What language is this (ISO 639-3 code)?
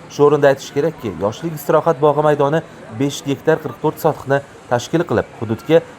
uzb